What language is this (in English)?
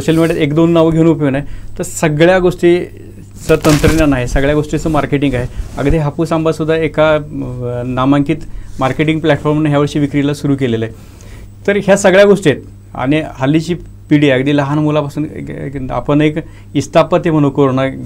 Marathi